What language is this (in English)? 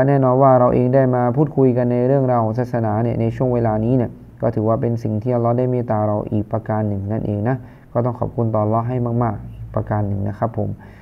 Thai